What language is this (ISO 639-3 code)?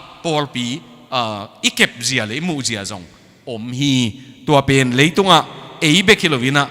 ctd